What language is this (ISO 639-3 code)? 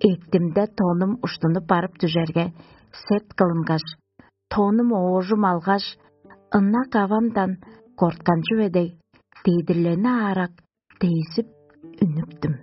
tyv